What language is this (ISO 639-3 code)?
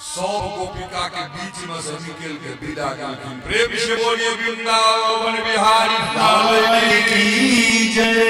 mai